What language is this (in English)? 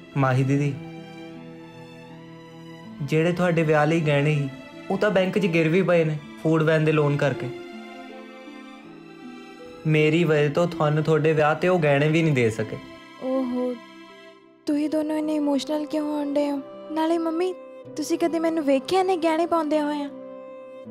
Punjabi